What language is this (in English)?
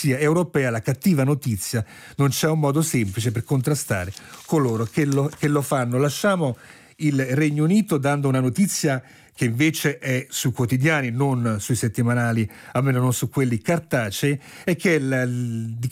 Italian